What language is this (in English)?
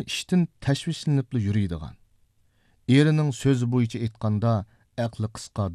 Uyghur